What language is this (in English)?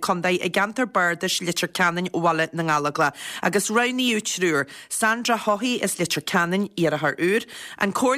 Irish